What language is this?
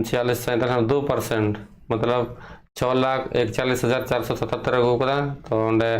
Santali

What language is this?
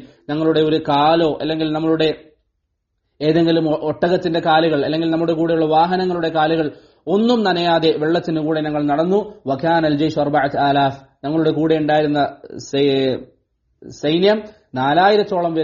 Malayalam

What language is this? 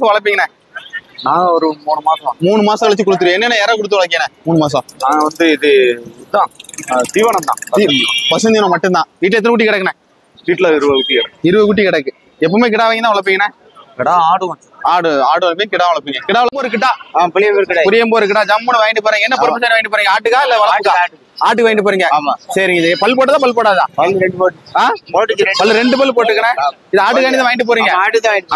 Tamil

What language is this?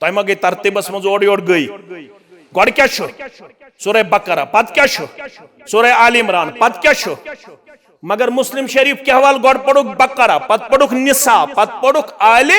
Kashmiri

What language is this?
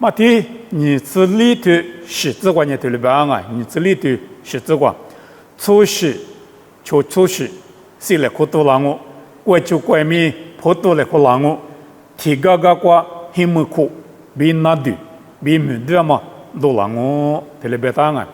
Lisu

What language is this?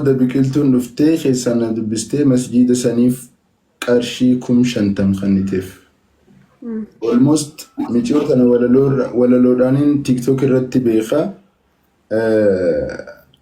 Oromo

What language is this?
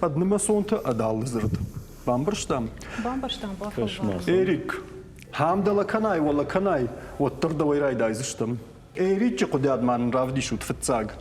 Ossetic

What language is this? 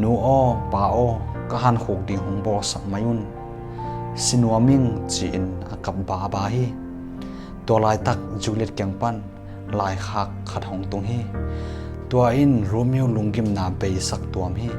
Tedim Chin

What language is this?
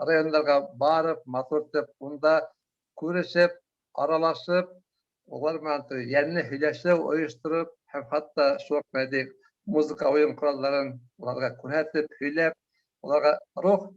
Bashkir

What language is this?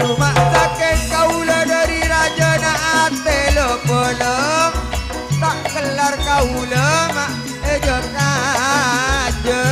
Madurese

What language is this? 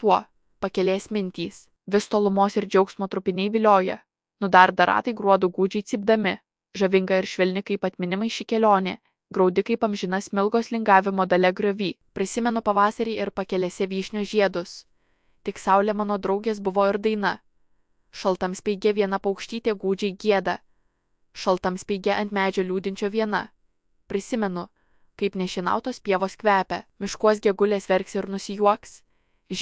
Lithuanian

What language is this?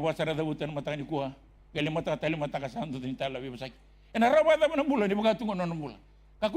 Fijian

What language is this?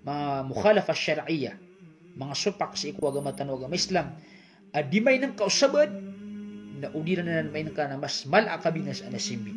Maranao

